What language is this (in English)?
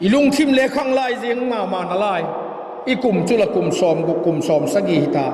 Vaiphei